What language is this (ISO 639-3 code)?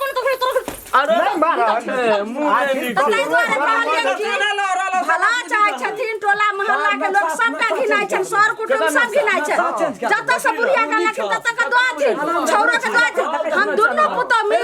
mai